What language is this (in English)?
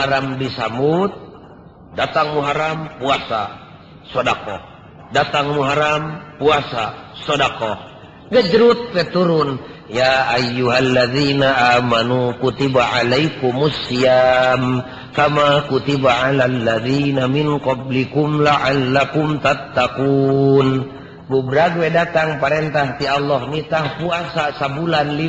Sundanese